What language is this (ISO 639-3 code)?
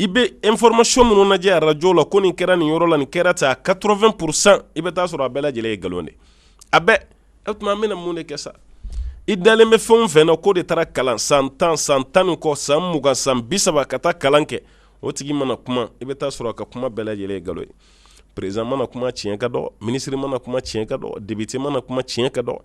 bam